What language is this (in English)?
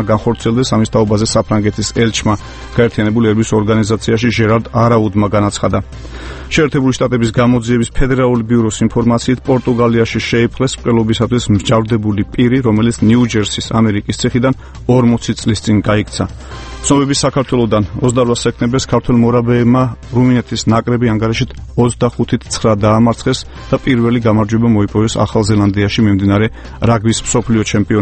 Georgian